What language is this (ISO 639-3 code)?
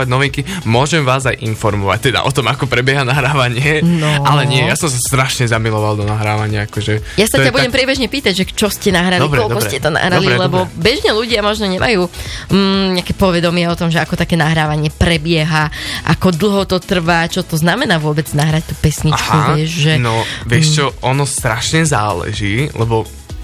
slk